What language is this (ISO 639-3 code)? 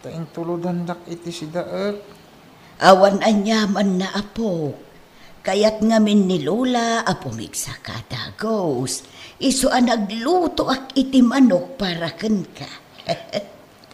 ilo